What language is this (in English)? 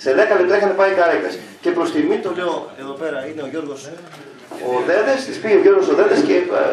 Greek